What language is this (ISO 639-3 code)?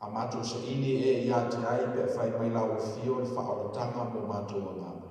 smo